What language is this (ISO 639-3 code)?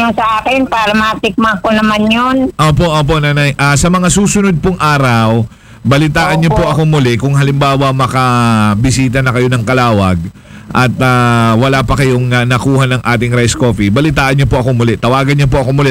fil